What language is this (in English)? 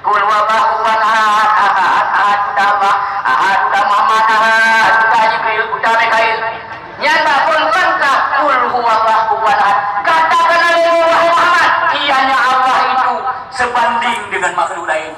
Achinese